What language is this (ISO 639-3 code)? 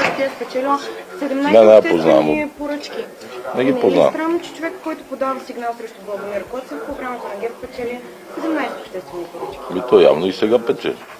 bul